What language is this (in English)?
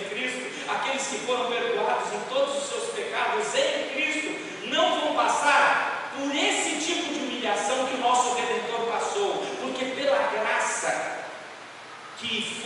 Portuguese